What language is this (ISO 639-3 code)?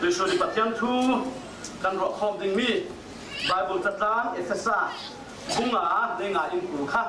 cfm